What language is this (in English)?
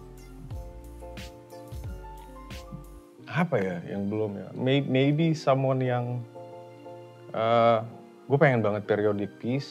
Indonesian